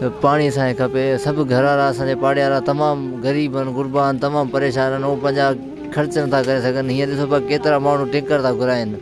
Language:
Sindhi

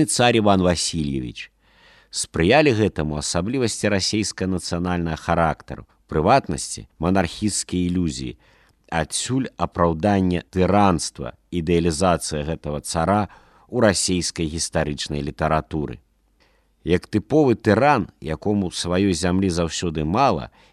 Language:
Belarusian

